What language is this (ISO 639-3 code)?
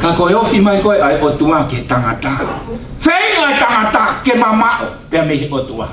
ton